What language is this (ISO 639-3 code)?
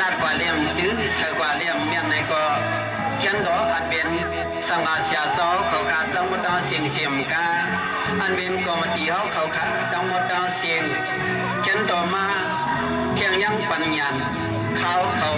shn